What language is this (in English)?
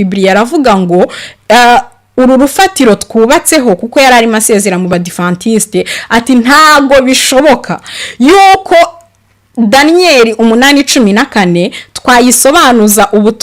Kinyarwanda